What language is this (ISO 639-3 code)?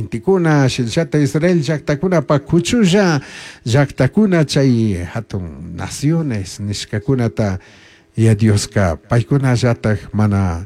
qug